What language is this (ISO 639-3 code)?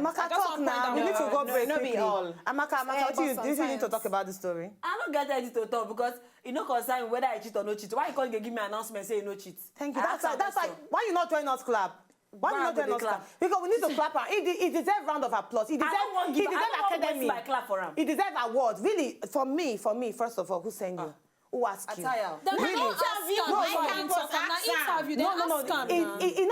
pcm